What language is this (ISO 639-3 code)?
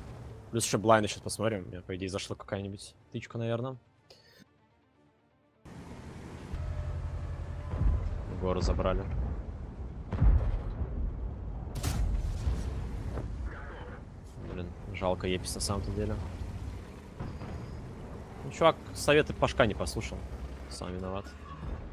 rus